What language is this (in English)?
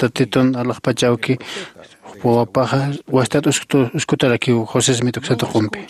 Aymara